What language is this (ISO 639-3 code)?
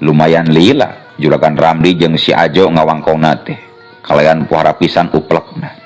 sun